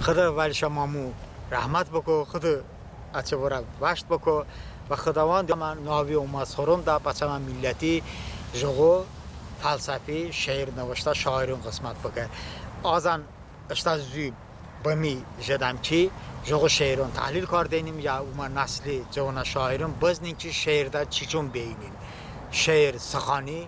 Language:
Talysh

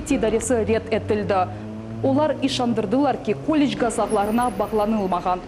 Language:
Crimean Tatar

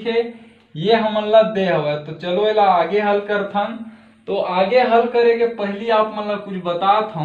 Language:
Chhattisgarhi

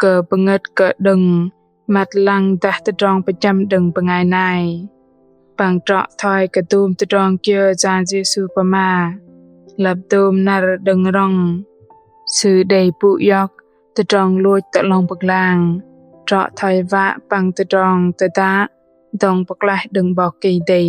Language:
Bahnar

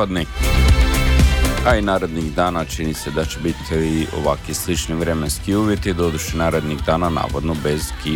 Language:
Croatian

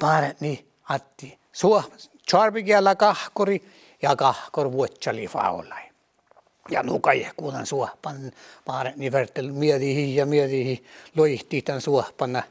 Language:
Northern Sami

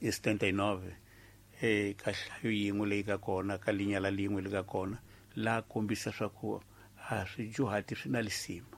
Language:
Tsonga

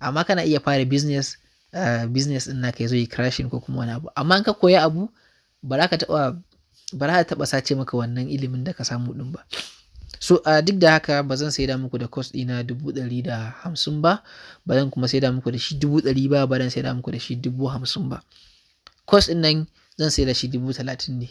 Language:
Hausa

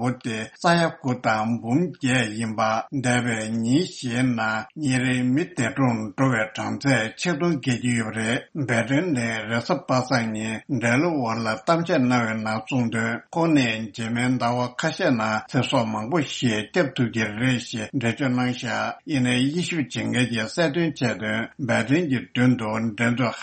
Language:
Tibetan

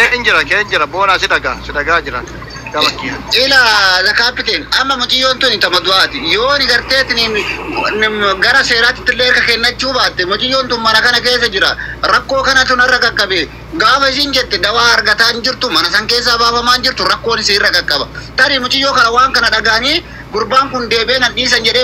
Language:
Oromo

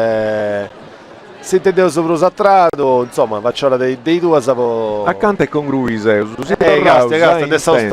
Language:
Sardinian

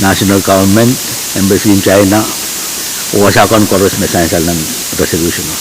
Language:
Pohnpeian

